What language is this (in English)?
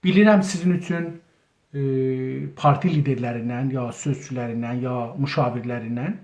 South Azerbaijani